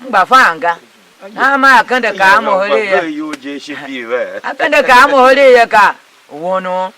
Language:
Tiv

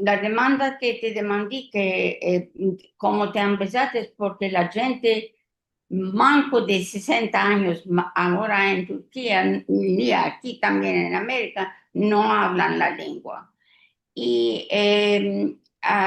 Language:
Ladino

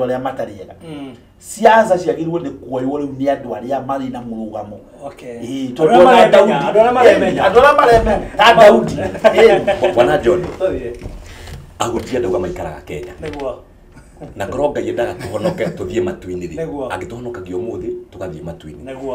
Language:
Kikuyu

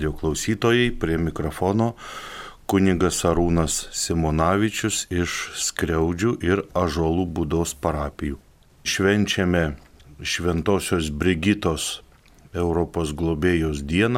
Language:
Lithuanian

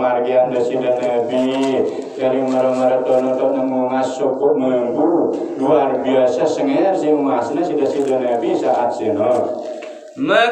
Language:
Sasak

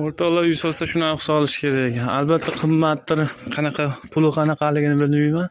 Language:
Uzbek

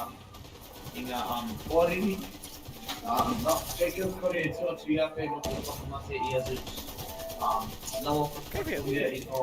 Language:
Māori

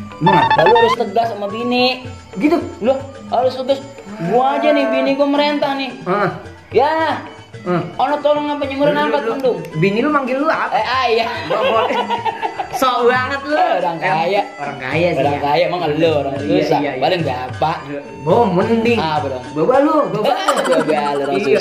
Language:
Betawi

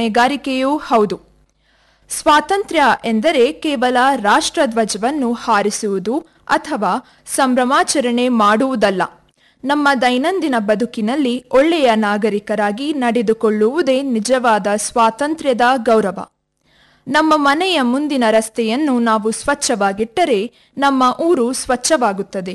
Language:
Kannada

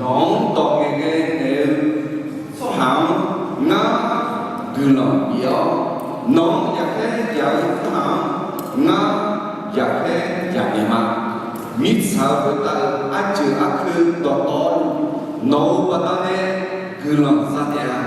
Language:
Akha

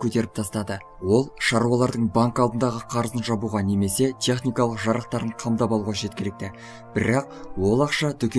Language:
Kazakh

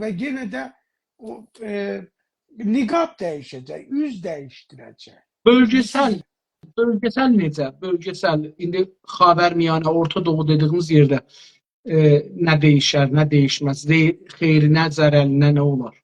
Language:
South Azerbaijani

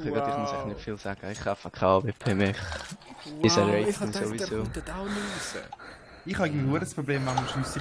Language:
Swiss German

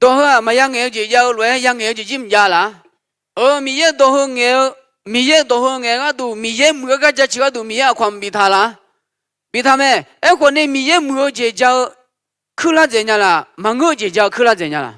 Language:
Akha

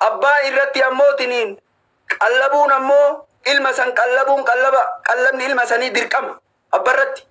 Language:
Oromo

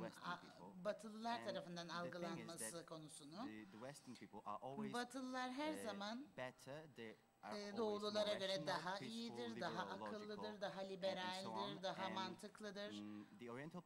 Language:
Turkish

